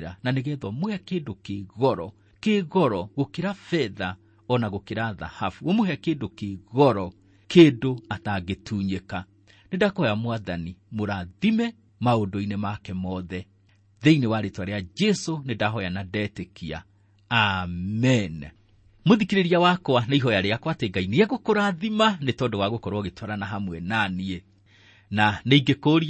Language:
Kikuyu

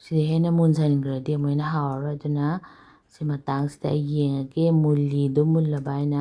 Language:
Manipuri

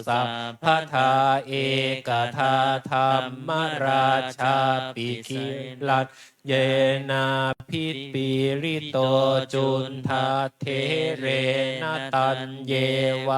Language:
Pali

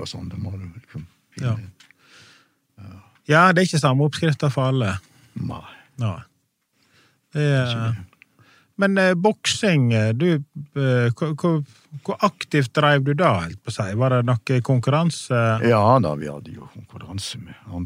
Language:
Norwegian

